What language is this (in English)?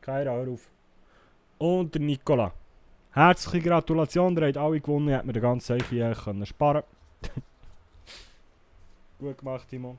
Swiss German